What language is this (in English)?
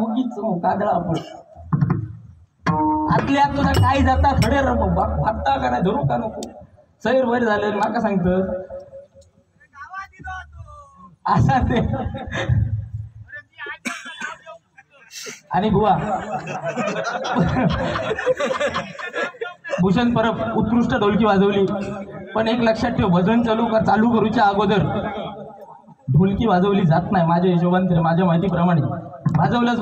Marathi